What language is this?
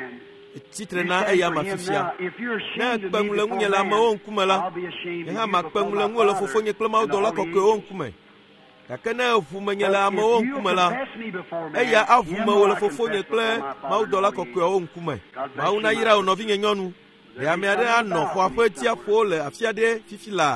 Ewe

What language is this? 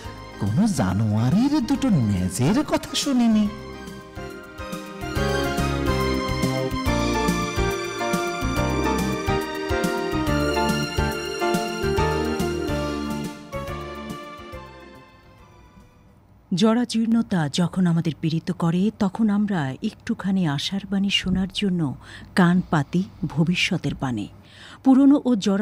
Bangla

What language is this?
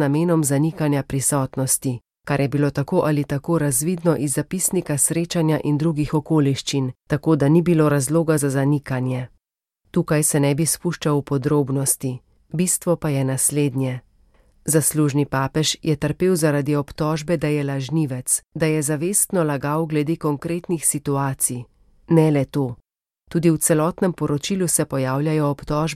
Slovenian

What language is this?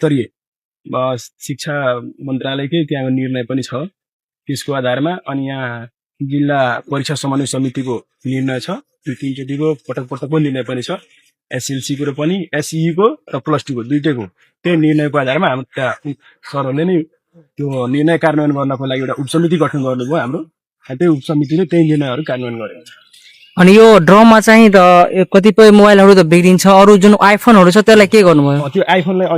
Nepali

